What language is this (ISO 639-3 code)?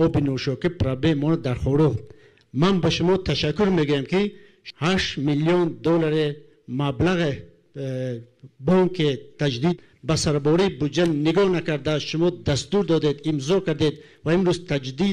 tgk